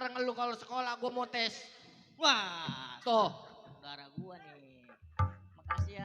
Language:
Betawi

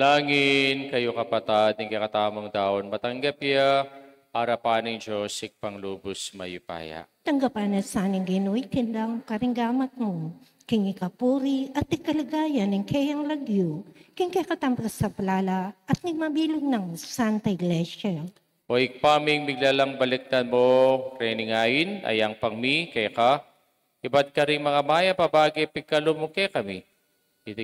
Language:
Pampanga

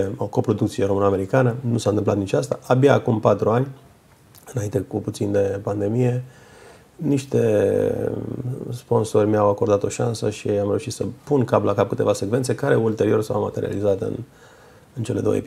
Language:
Romanian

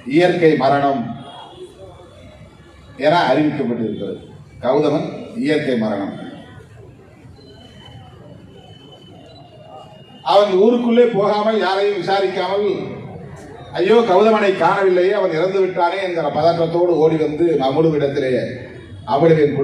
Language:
Tamil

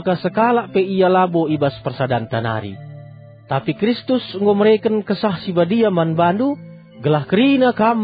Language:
Batak Karo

